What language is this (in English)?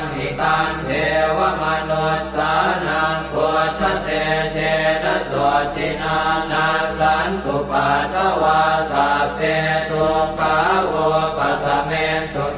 Pali